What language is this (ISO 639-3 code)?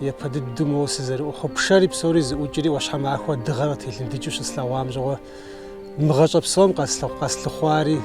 kbd